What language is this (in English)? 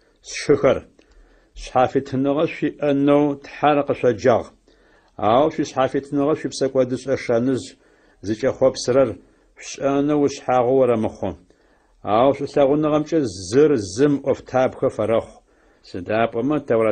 Adyghe